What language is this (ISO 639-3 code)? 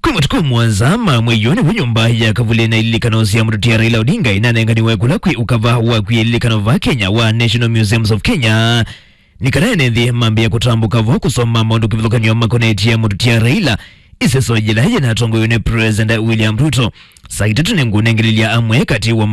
kam